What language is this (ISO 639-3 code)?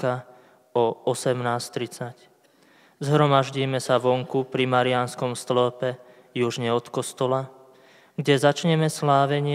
slk